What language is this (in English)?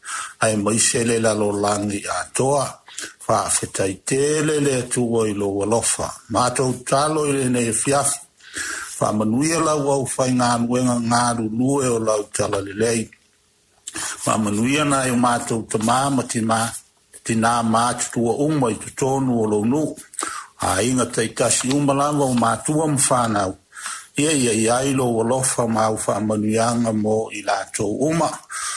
Samoan